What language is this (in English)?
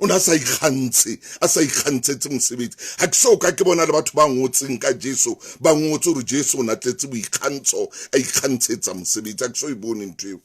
Southern Sotho